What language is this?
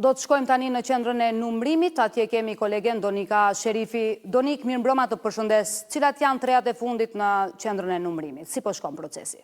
Albanian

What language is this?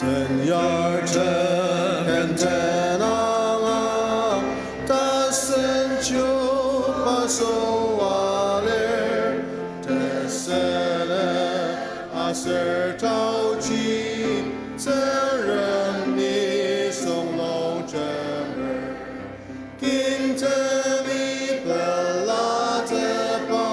Ao Naga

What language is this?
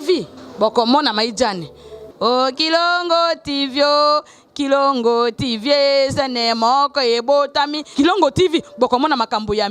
Lingala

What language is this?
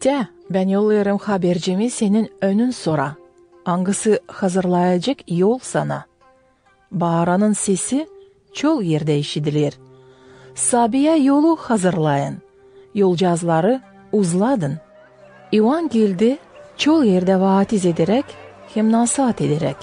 Gagauz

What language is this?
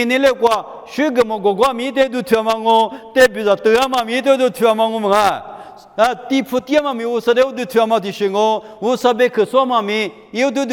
Lisu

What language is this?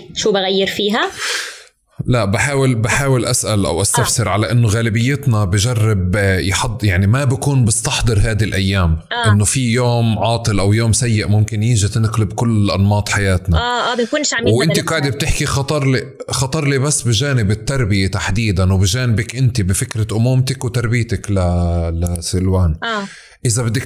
North Levantine Arabic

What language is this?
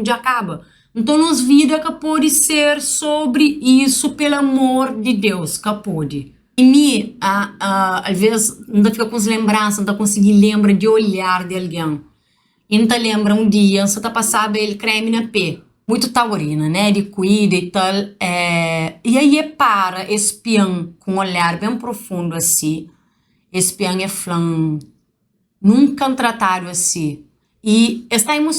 Kabuverdianu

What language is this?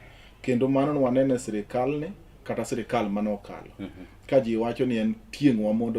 Luo (Kenya and Tanzania)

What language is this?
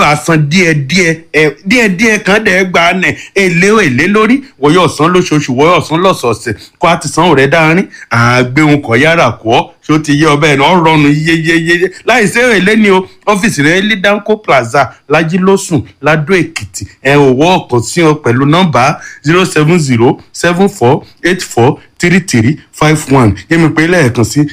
Yoruba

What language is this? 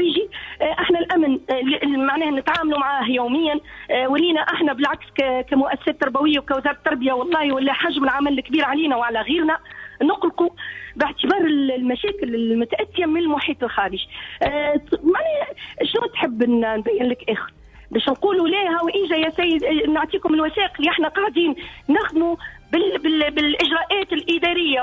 Tunisian Arabic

